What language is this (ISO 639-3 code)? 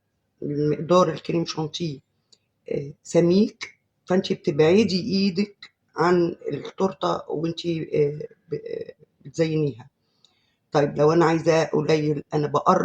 arz